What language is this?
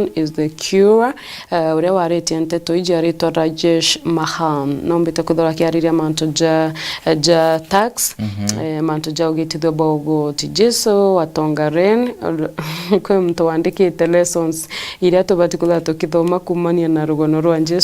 Meru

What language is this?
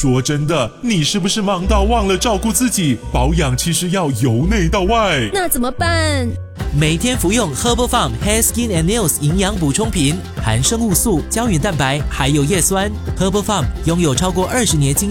Chinese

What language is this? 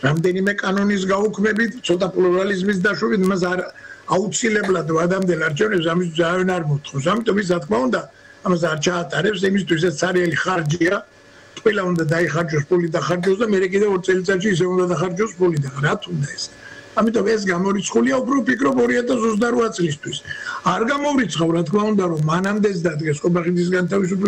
Georgian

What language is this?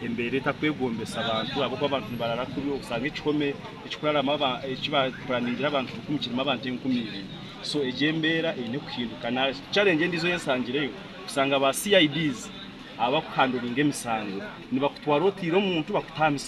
Nyankole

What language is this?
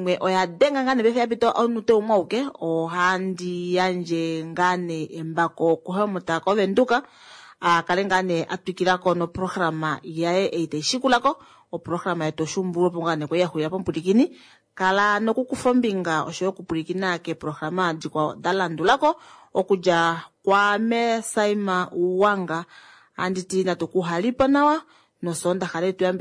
Kuanyama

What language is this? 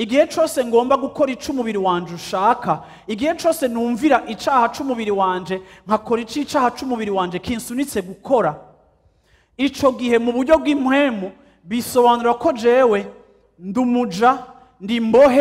Rundi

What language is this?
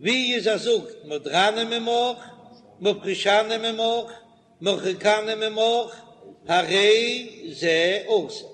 Yiddish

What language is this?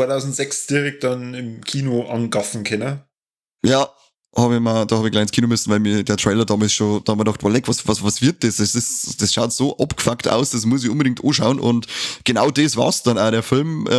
Bavarian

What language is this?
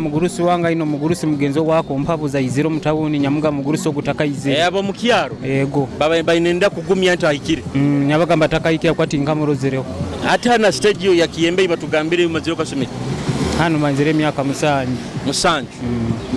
Nyoro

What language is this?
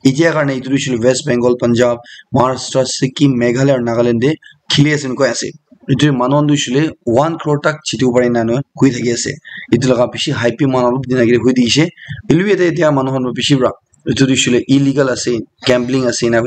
Naga Pidgin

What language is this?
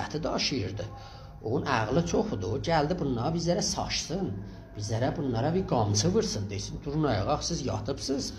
South Azerbaijani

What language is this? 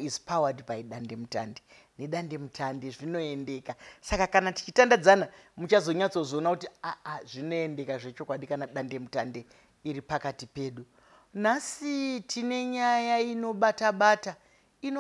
Shona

